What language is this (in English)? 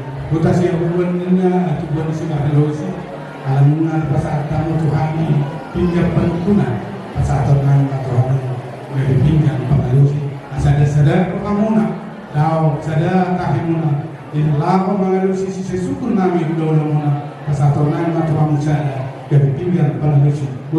Batak Toba